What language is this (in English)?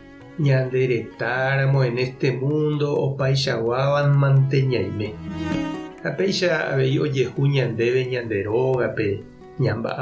Guarani